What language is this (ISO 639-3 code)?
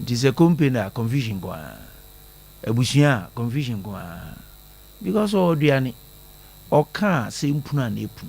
aka